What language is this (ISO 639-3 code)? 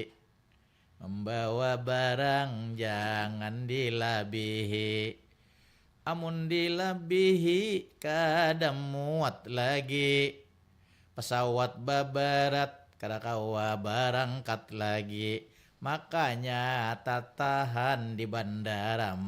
bjn